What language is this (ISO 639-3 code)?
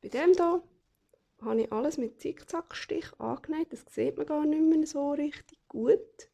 gsw